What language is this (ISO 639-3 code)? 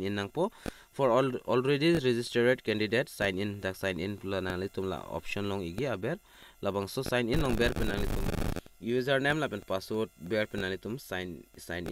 mjw